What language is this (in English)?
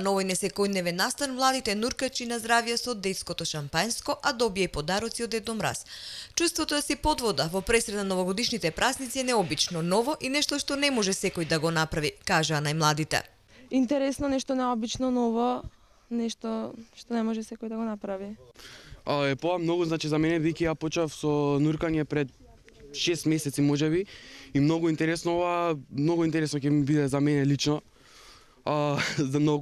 Macedonian